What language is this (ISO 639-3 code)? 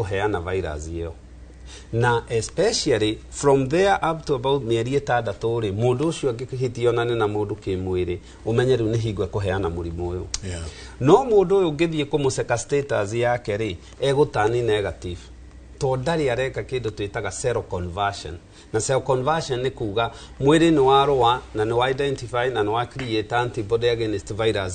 kik